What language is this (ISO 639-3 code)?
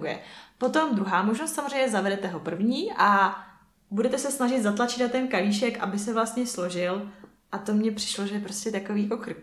ces